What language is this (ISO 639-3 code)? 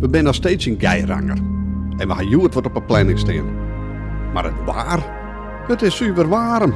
fry